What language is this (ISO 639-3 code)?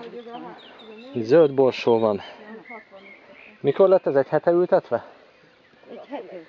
hun